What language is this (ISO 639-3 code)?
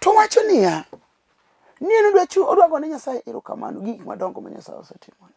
luo